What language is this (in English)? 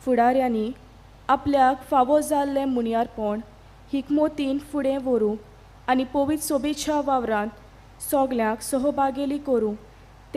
Konkani